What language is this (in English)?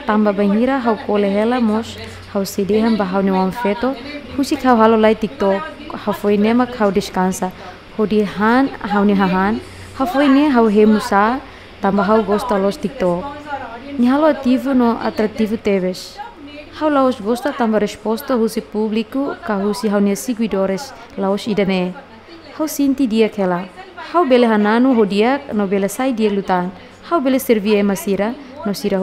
Tetum